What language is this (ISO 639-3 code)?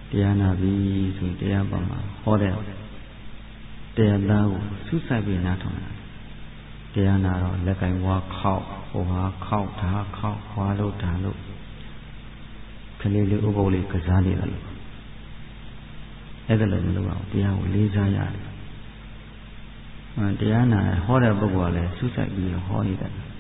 mya